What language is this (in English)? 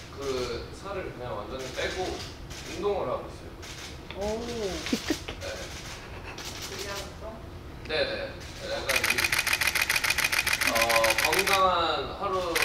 Korean